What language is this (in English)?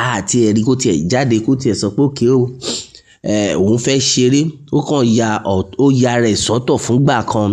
Yoruba